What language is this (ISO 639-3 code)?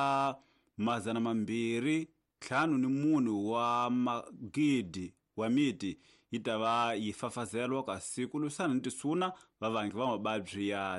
tso